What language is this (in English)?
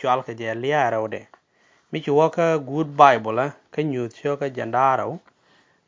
Nuer